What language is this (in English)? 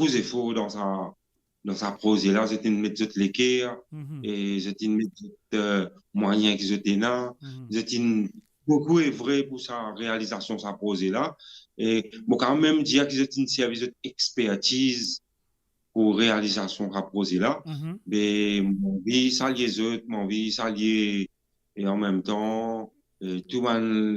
Morisyen